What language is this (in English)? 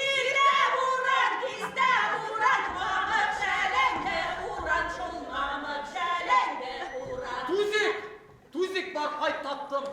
Bashkir